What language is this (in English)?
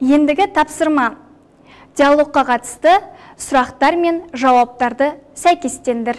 Kazakh